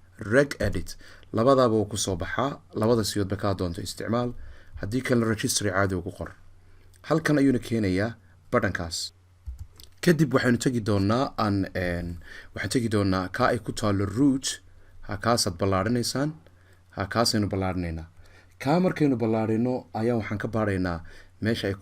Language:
Somali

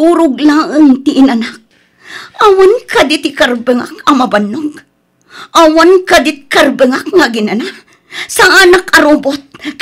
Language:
Iloko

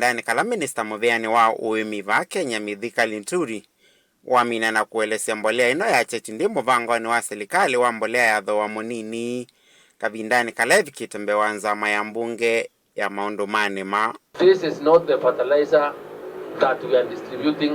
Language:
Kamba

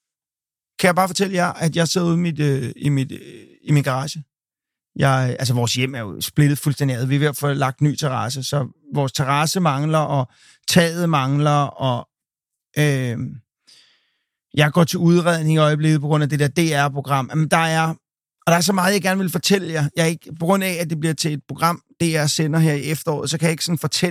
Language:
Danish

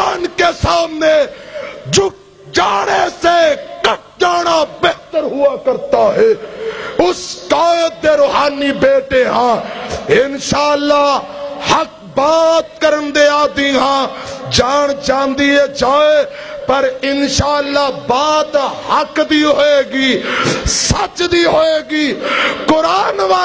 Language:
Western Panjabi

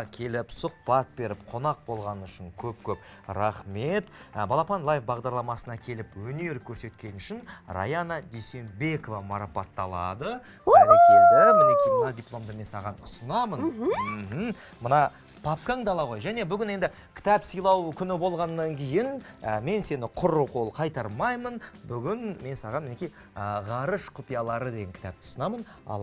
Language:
Kazakh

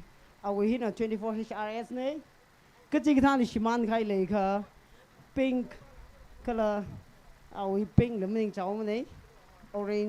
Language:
Tangkhul Naga (India)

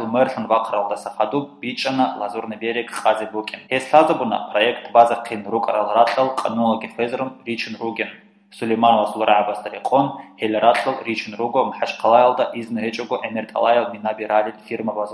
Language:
Avaric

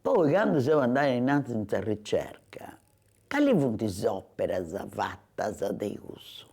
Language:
Sardinian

